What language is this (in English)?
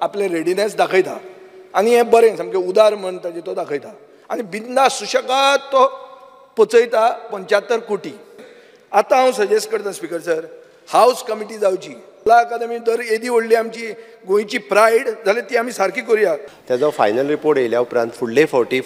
Konkani